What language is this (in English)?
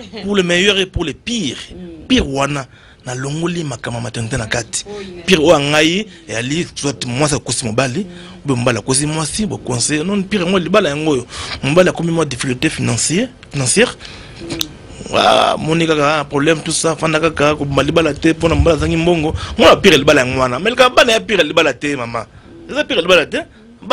Lingala